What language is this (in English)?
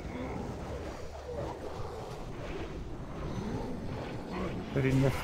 Russian